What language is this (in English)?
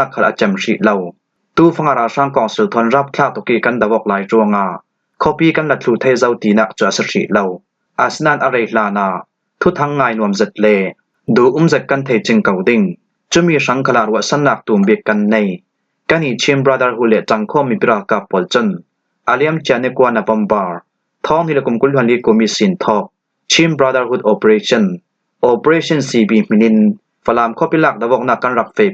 Falam Chin